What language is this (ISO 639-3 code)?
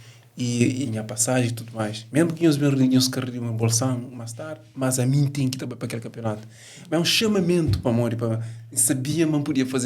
kea